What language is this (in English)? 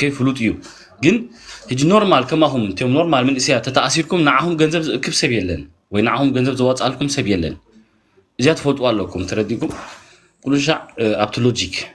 Tigrinya